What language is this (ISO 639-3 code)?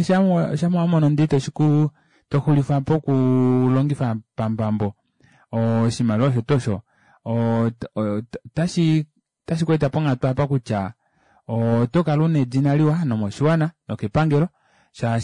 kua